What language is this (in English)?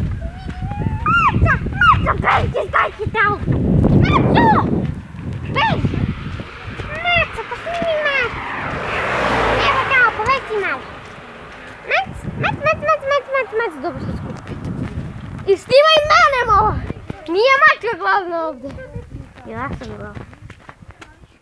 Croatian